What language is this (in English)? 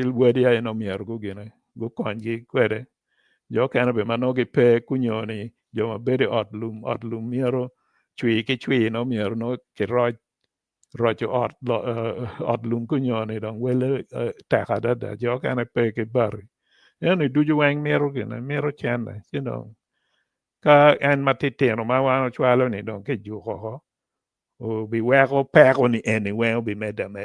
Acoli